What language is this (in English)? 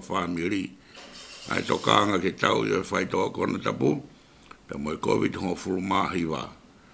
Tongan